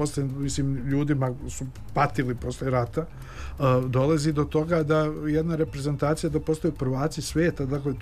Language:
Serbian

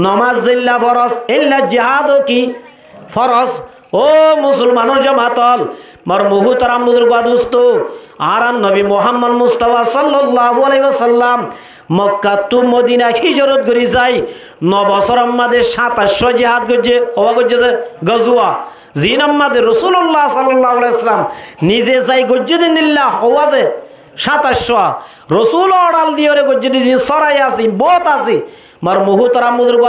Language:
Rohingya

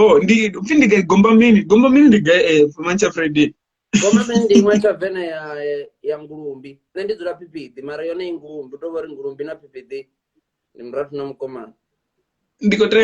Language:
Venda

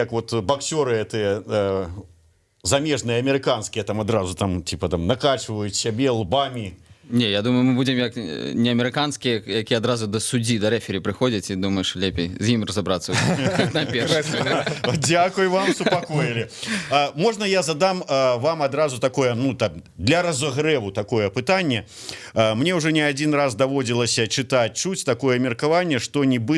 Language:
Belarusian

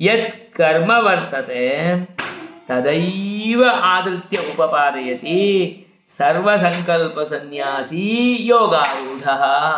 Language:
Sanskrit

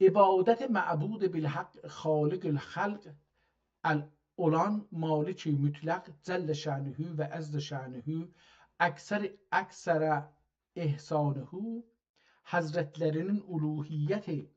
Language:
South Azerbaijani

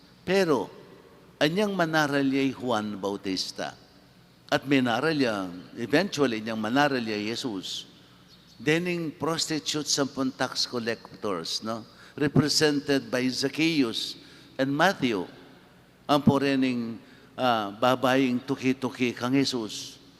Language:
Pampanga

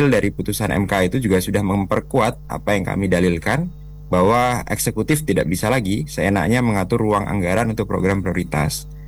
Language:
Indonesian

